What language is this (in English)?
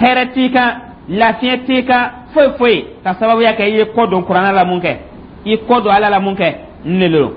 Dyula